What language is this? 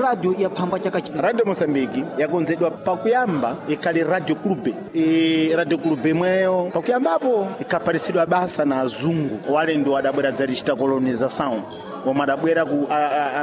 Sena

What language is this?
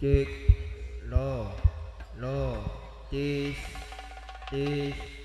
Madurese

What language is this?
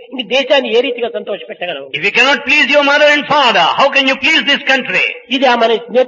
Telugu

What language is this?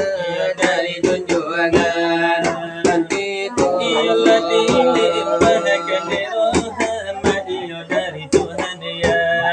Minangkabau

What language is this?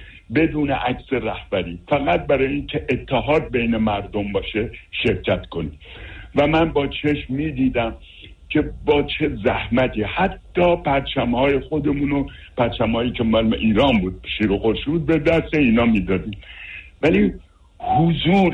Persian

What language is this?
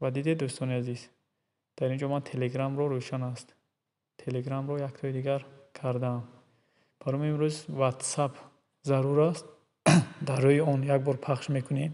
Tajik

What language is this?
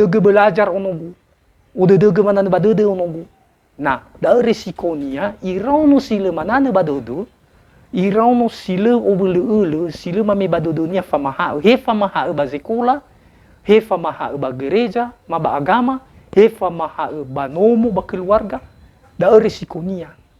Nias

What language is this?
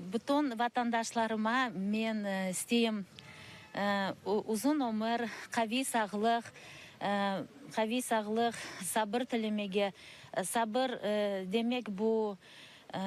Crimean Tatar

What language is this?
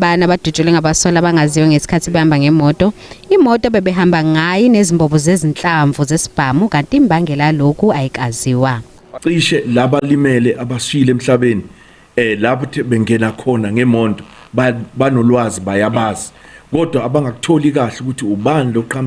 Zulu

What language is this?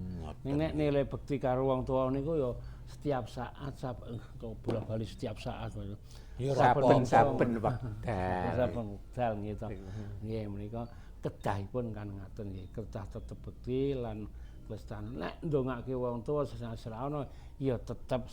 Javanese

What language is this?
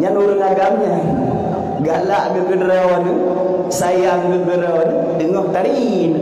Achinese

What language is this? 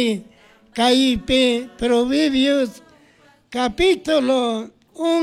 Chimborazo Highland Quichua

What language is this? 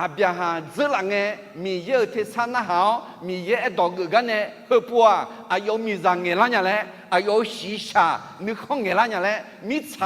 Akha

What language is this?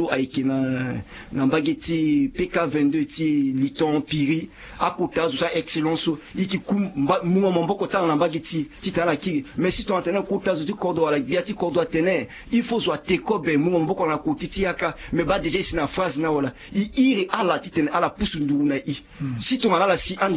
Sango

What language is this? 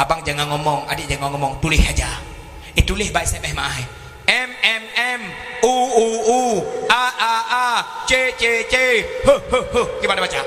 Achinese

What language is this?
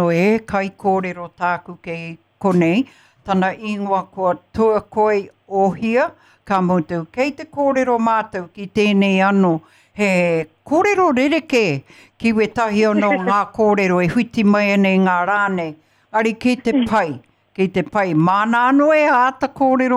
Māori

